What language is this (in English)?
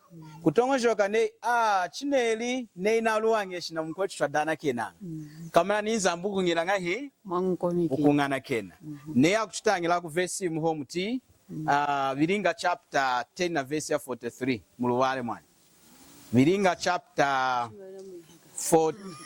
Lunda